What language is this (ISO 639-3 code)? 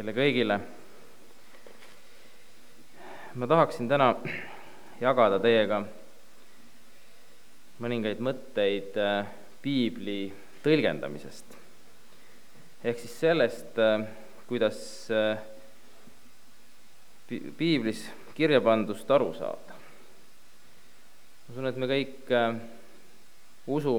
est